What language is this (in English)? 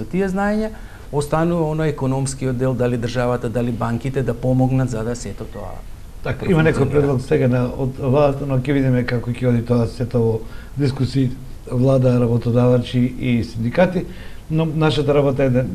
Macedonian